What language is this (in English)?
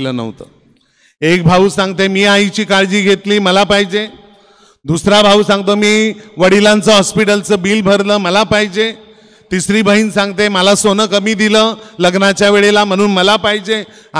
Marathi